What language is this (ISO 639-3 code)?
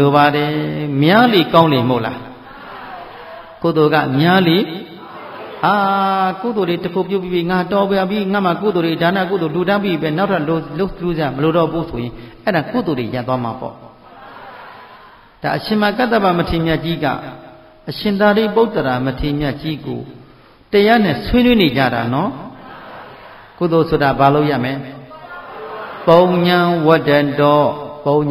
mya